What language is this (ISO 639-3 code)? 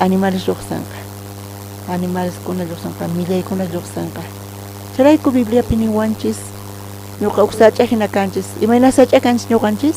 quh